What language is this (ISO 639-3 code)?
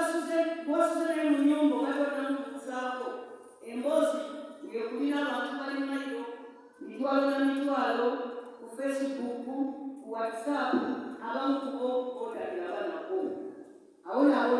lug